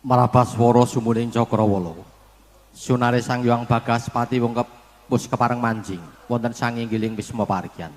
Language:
Javanese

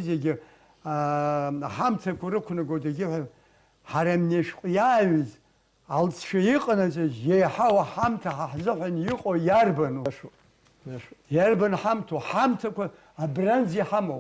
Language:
Abkhazian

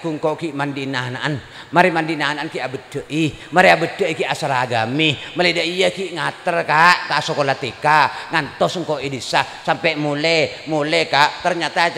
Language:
Madurese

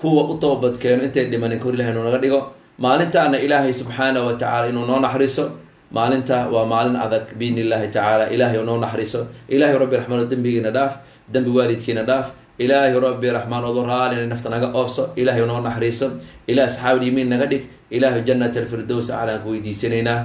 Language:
Somali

